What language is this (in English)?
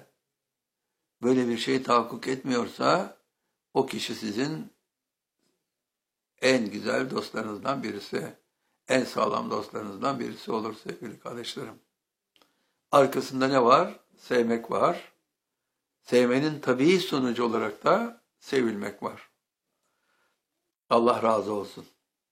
Turkish